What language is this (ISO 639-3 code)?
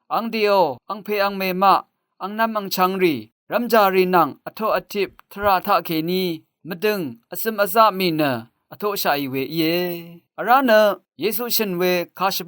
raw